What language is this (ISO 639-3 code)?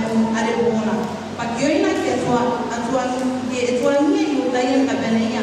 gil